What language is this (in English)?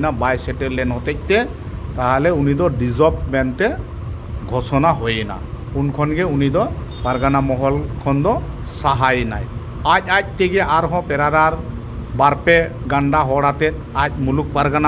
Santali